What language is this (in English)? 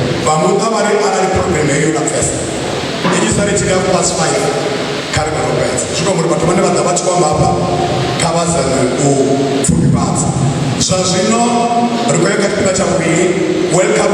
Venda